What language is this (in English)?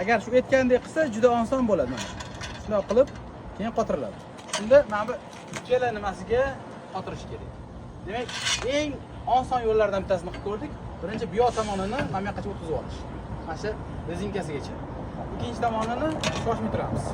Uzbek